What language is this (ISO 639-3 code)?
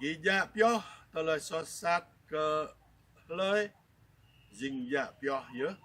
jra